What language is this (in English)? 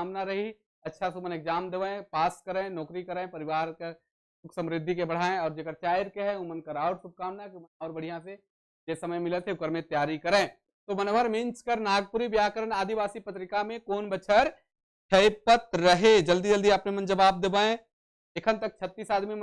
Sadri